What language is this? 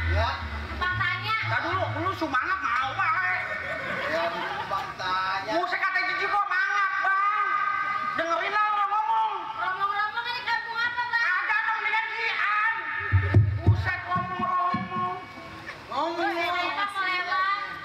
Betawi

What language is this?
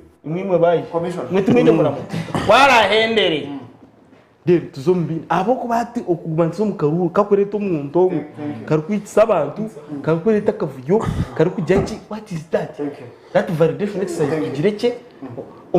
Nyankole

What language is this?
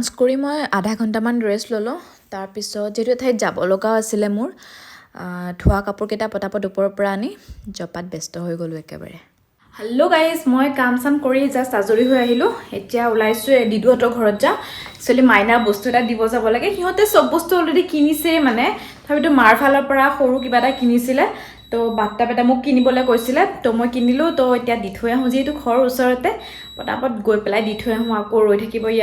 Assamese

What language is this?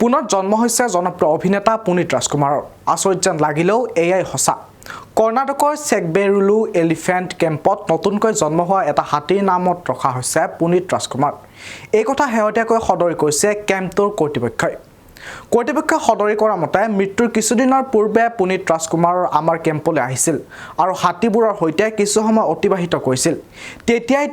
Assamese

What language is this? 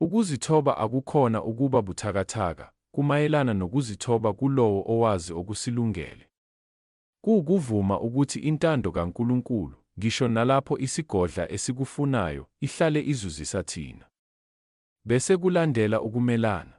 Zulu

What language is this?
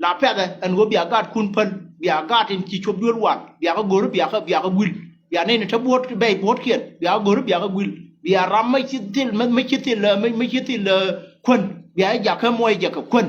Nuer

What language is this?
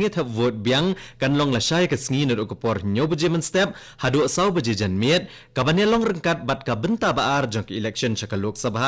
Khasi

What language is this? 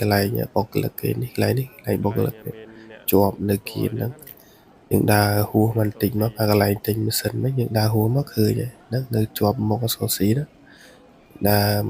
Khmer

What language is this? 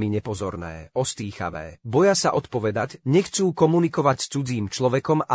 Slovak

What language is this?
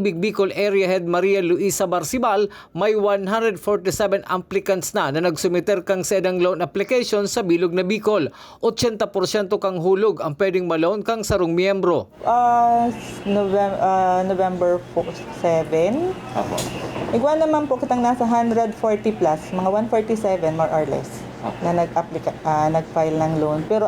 Bikol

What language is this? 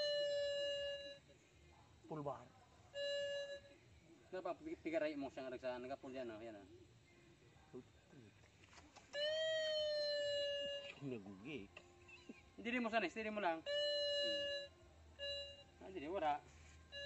Filipino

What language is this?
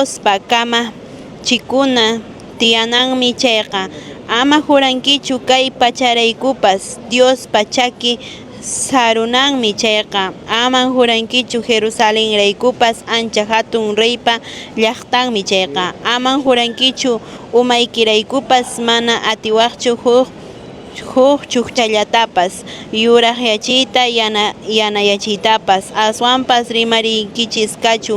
Quechua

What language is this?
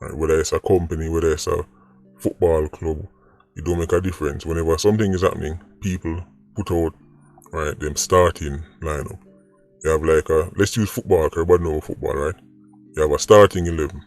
Jamaican Creole English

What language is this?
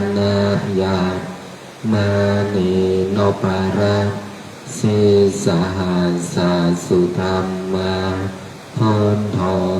Pali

